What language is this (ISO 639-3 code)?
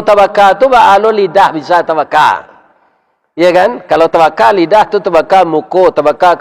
min